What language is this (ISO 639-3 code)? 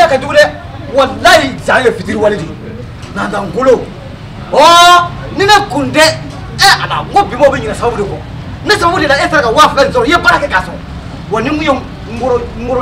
bam